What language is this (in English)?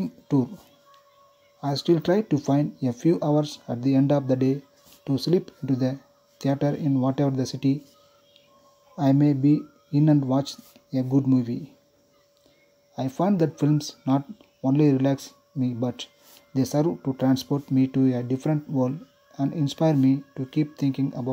English